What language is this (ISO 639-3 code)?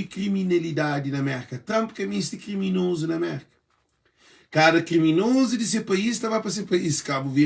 kea